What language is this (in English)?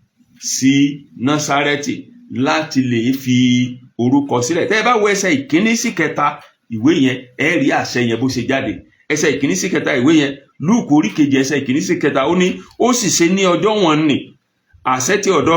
Yoruba